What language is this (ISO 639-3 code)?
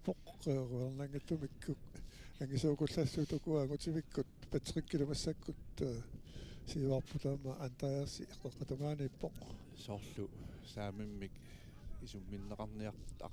kal